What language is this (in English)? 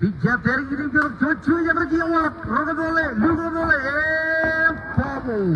Marshallese